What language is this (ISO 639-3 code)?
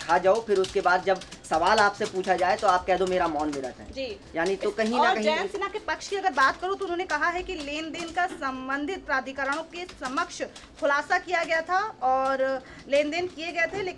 hin